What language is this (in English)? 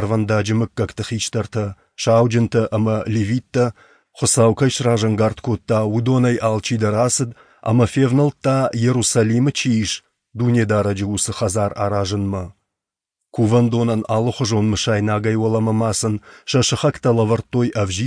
Ossetic